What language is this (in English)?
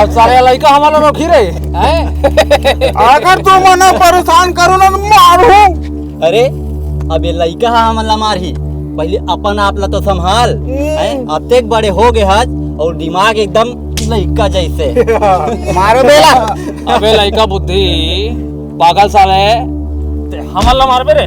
Chhattisgarhi